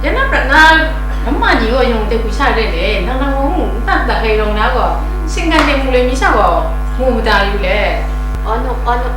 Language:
Kachin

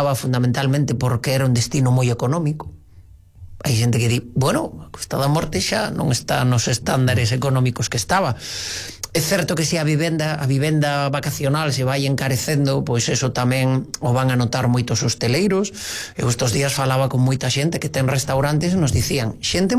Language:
Galician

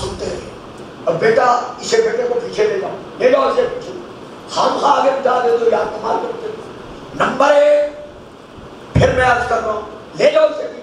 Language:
Urdu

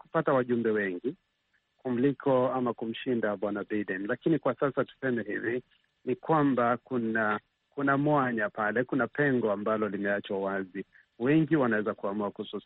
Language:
Swahili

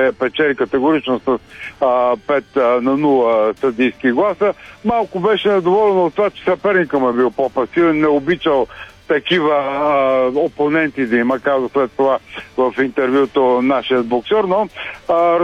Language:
Bulgarian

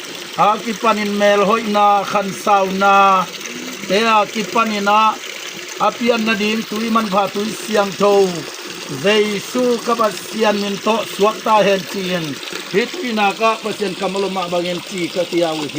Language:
Tedim Chin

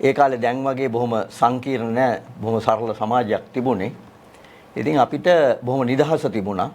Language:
Sinhala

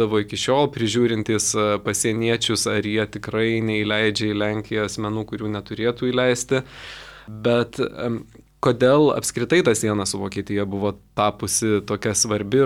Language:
Lithuanian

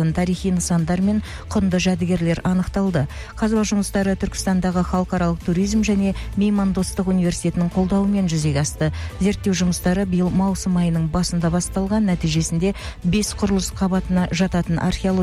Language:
Kazakh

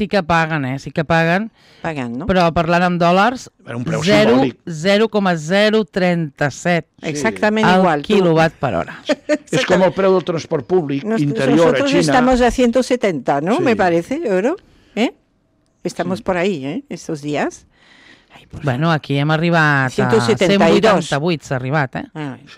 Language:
Catalan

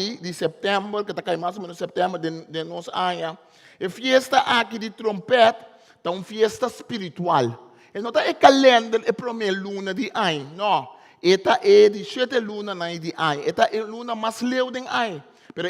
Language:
Papiamento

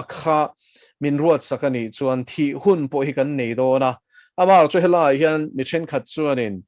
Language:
Mizo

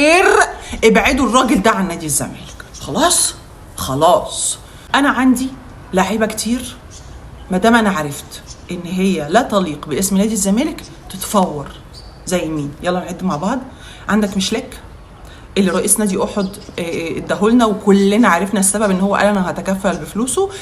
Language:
Egyptian Arabic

